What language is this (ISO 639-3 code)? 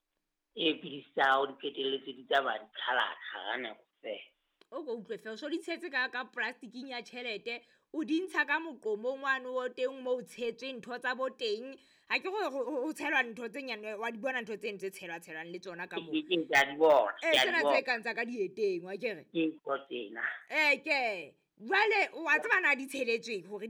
sot